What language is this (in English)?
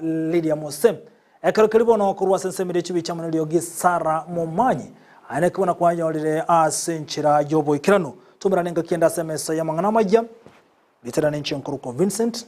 Gusii